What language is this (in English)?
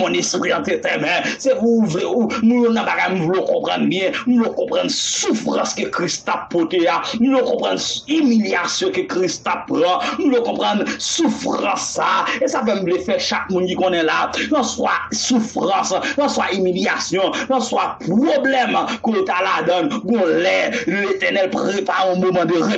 Haitian Creole